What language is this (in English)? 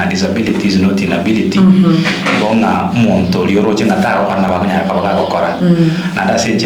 Gusii